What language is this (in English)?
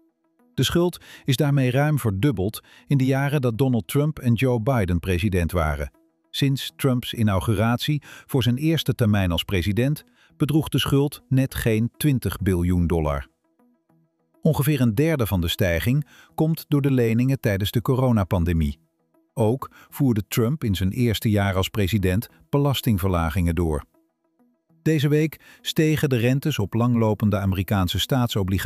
Dutch